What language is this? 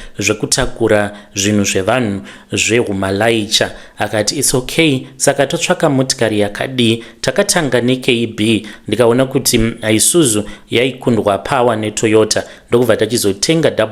Shona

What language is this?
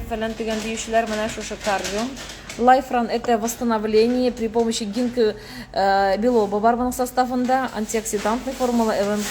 Tatar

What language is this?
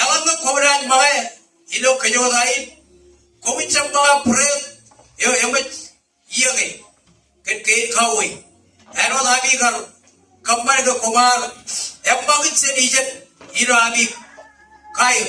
Marshallese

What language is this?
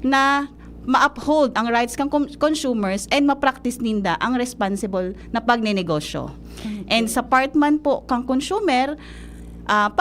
Bikol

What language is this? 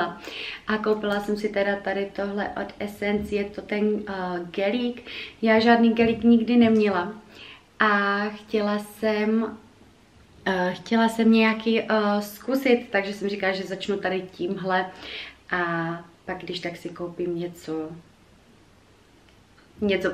Czech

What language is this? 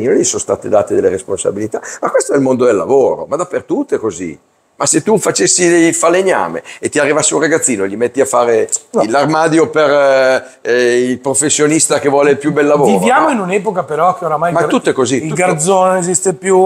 Italian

